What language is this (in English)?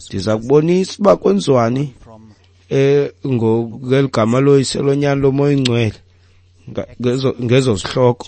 Xhosa